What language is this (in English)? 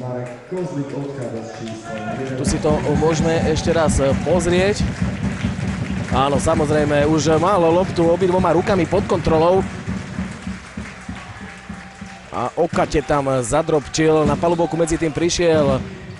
Slovak